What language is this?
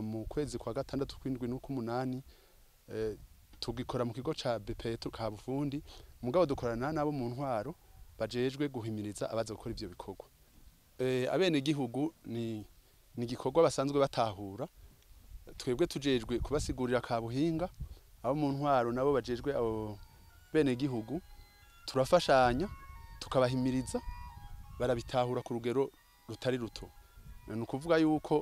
Rundi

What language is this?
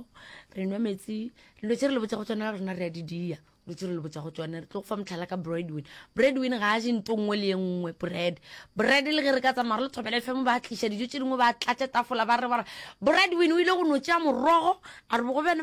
Northern Sotho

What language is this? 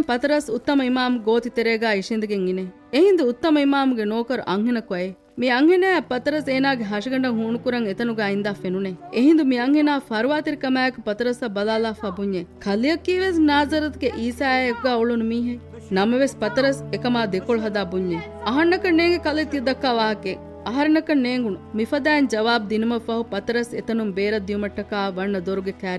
Divehi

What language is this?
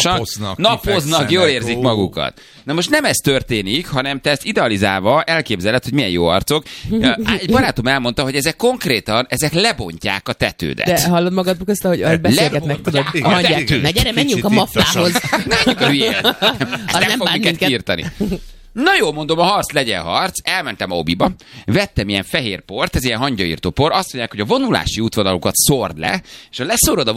Hungarian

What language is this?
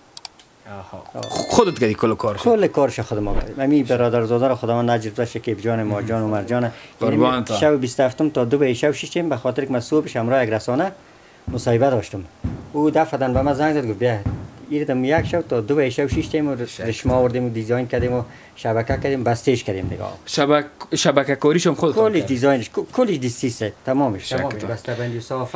Persian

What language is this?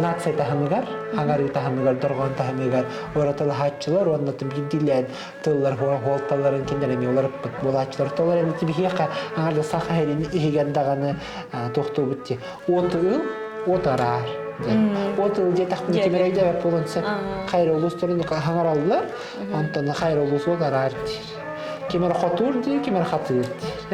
Yakut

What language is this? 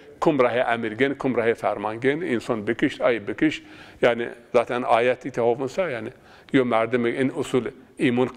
Zaza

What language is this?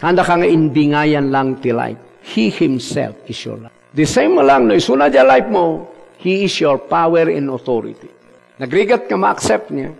Iloko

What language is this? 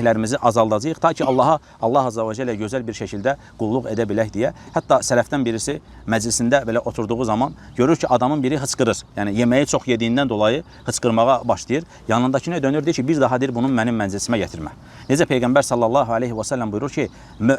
Azerbaijani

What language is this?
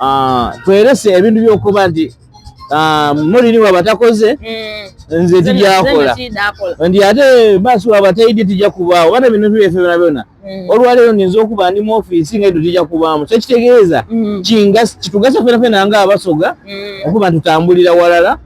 Soga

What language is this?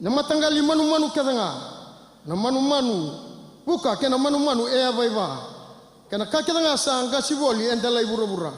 Fijian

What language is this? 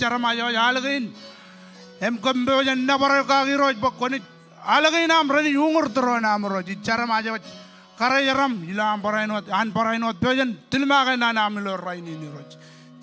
Marshallese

